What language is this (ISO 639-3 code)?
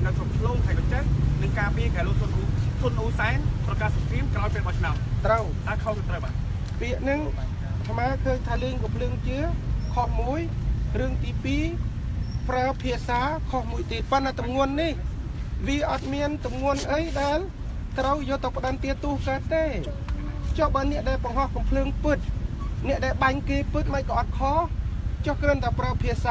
khm